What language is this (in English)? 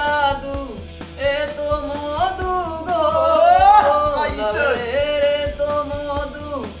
Sylheti